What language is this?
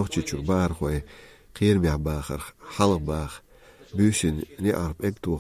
Chechen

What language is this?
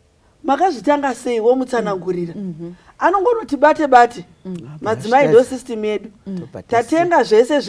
Shona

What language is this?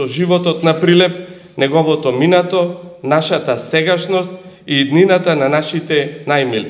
Macedonian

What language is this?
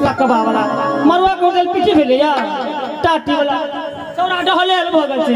Maithili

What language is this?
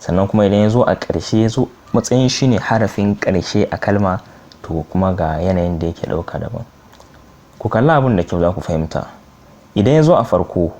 Hausa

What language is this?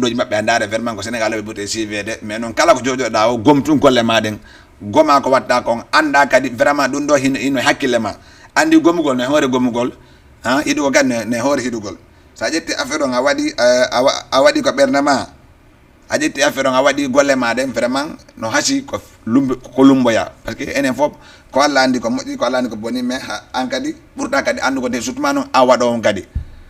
Fula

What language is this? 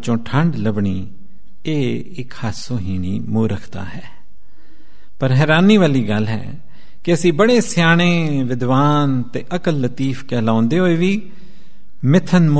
Punjabi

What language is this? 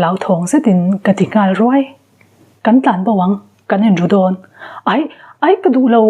Mizo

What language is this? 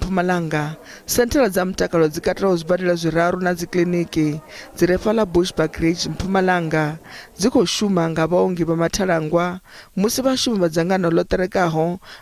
Venda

